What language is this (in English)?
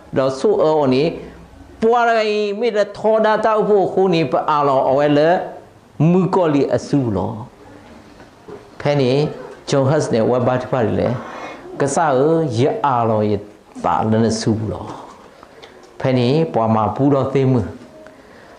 S'gaw Karen